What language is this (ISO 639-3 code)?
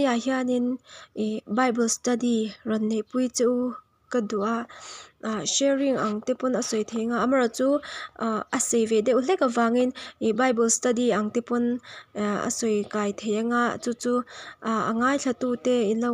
lus